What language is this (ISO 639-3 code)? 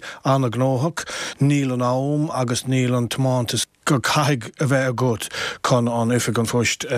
gle